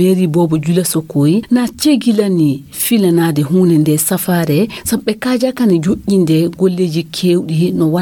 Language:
Fula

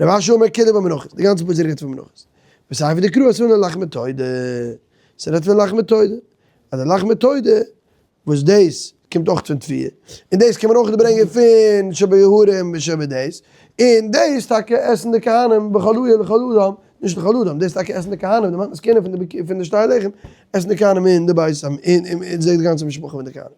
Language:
Yiddish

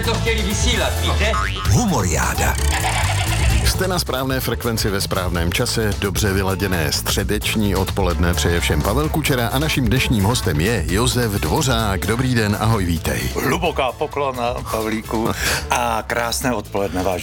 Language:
Czech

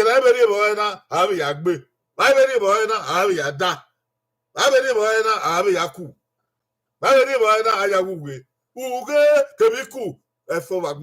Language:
Bini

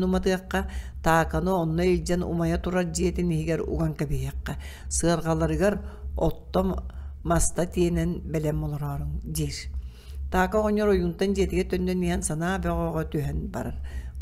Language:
Yakut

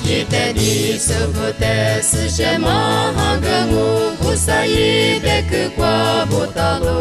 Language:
Lisu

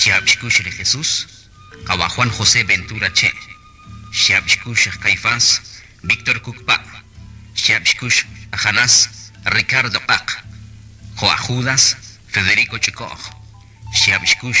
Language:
Kekchí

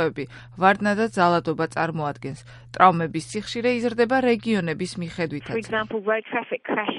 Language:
Georgian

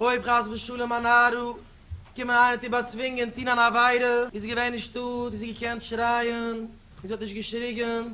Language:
Yiddish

